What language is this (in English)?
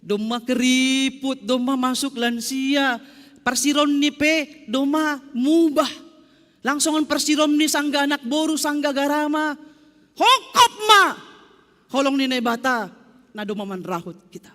Batak Simalungun